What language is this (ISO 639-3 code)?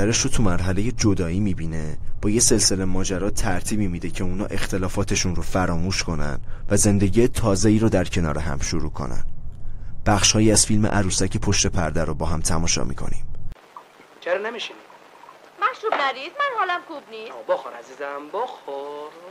fas